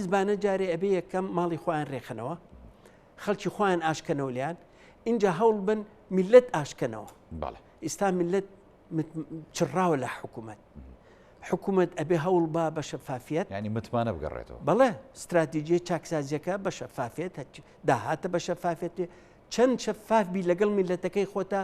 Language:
Central Kurdish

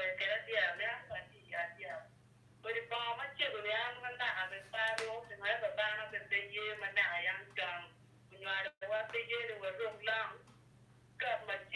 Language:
Acoli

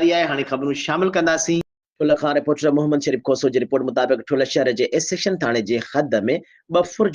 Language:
Sindhi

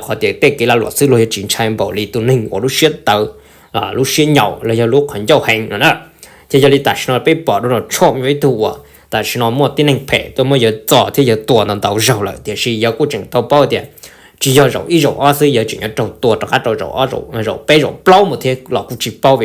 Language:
Hmong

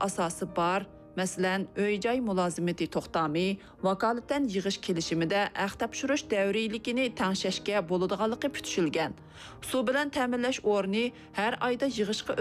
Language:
Uyghur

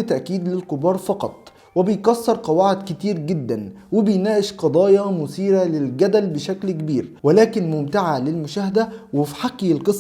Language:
Egyptian Arabic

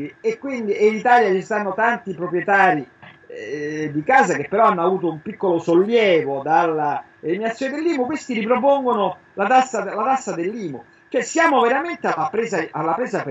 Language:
Italian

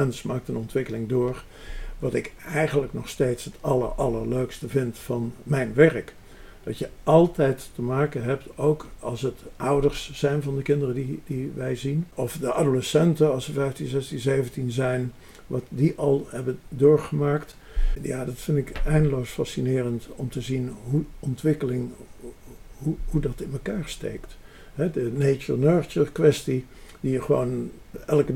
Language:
Dutch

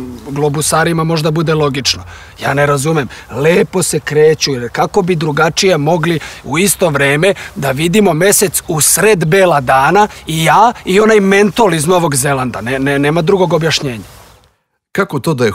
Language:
Serbian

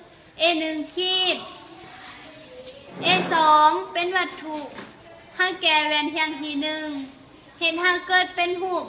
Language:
Lao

